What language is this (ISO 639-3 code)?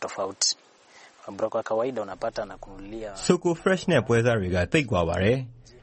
mya